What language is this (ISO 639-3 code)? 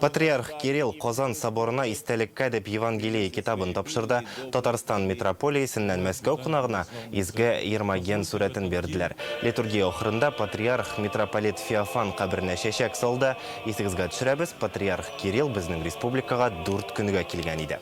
tat